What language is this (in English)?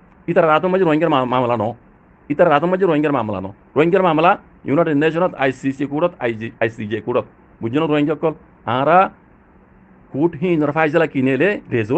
Rohingya